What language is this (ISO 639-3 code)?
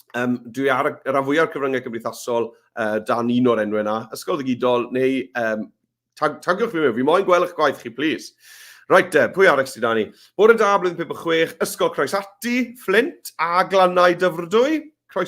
cym